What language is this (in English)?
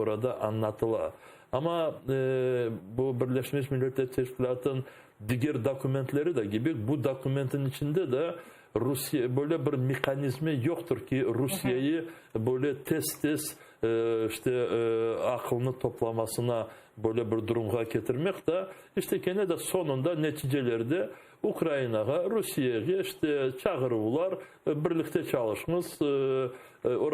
Crimean Tatar